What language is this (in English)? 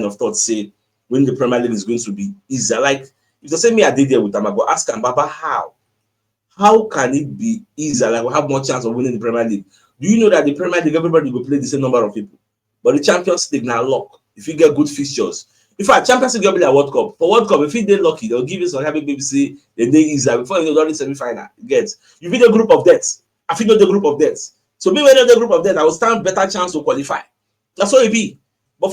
Nigerian Pidgin